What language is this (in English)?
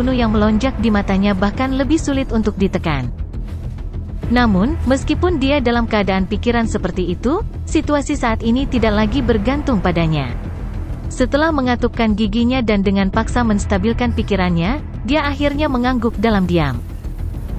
Indonesian